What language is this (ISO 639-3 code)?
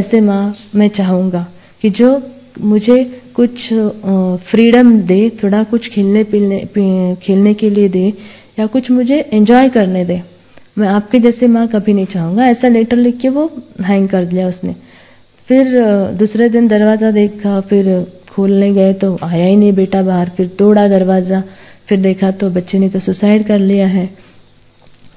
hin